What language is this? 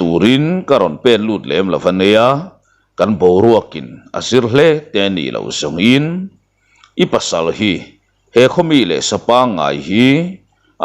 Mizo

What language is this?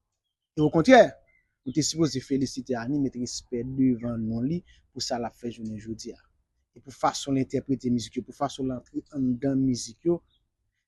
Haitian Creole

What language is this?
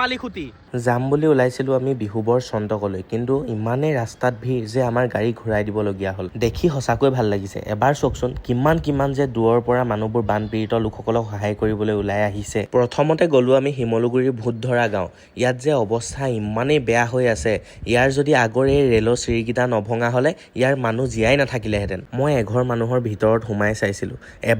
Assamese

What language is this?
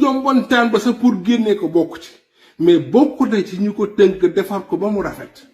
Wolof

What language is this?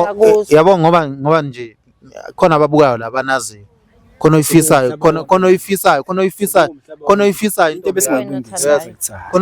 Zulu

